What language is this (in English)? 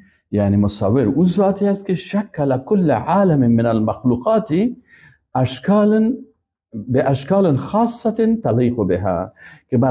Persian